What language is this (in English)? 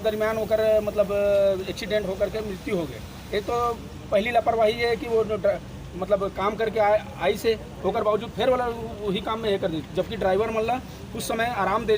Chhattisgarhi